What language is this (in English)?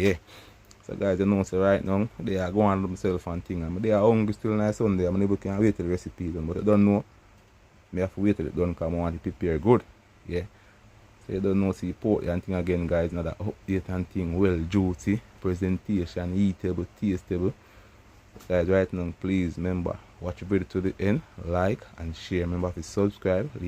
Jamaican Creole English